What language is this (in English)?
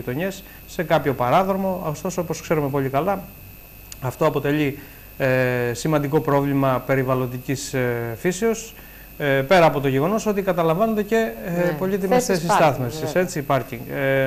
Greek